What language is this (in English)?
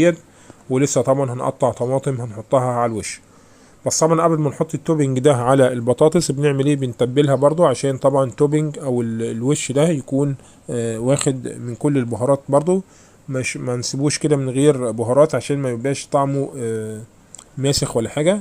Egyptian Arabic